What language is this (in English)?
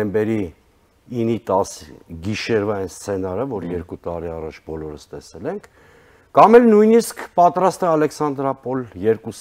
Armenian